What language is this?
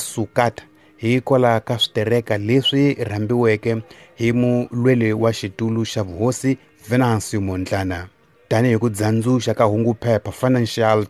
Tsonga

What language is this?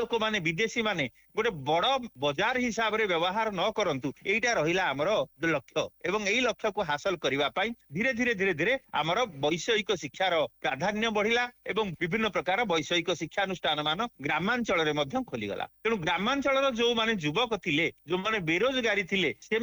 Odia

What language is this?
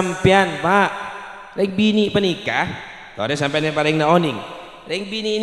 Madurese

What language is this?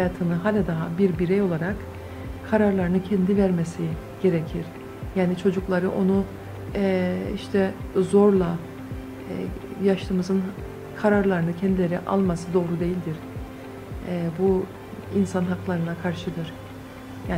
Turkish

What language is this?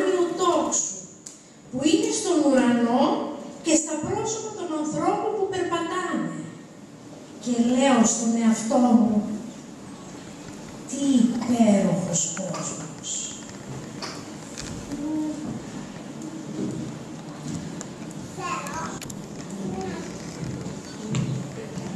Greek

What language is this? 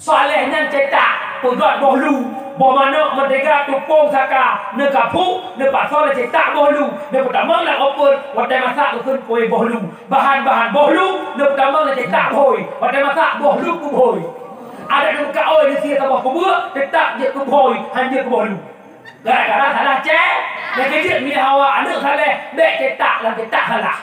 Achinese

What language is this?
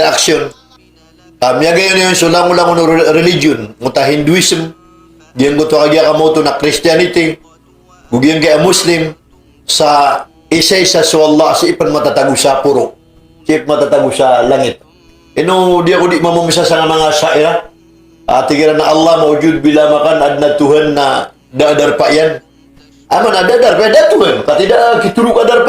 Maranao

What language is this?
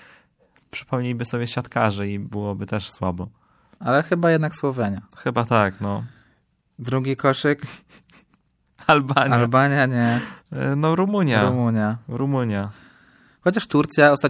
Polish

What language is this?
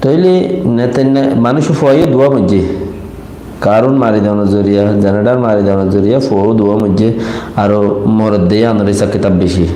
Rohingya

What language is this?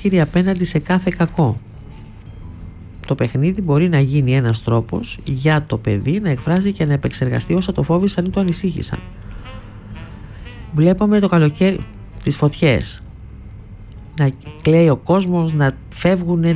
Greek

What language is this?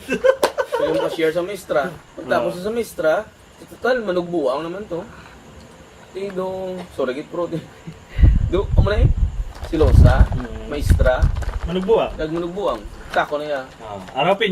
Hiligaynon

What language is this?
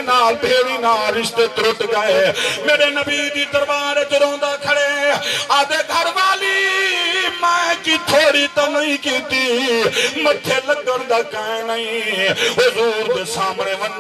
Saraiki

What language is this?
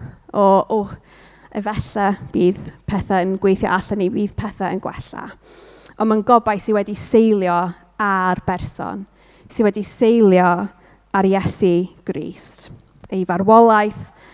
Welsh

